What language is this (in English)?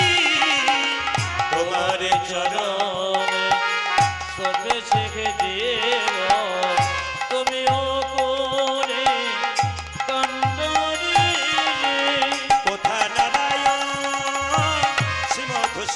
Bangla